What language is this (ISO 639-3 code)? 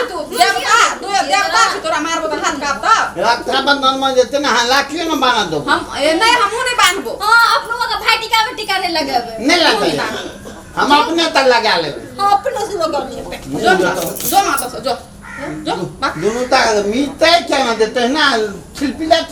mai